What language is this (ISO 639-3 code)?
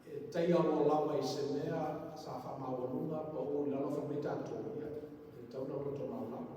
smo